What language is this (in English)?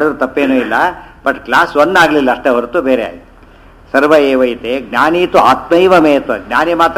Kannada